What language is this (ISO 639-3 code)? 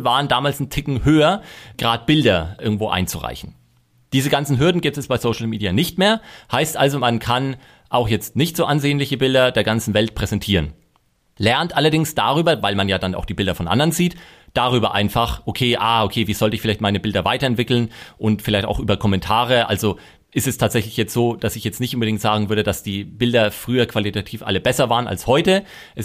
deu